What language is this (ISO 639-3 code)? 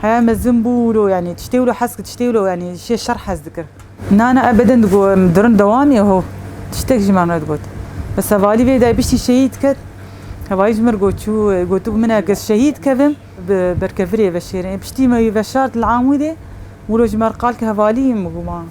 kur